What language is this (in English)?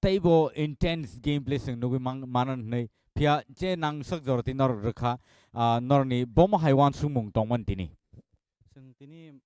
Kok Borok